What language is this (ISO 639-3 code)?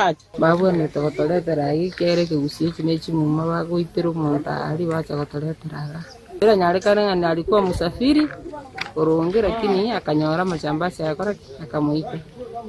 guz